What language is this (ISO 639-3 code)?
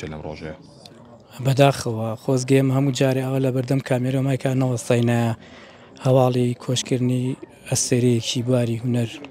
ckb